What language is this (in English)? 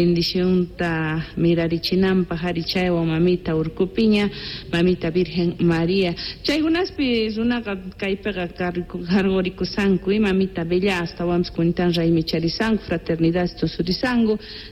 Quechua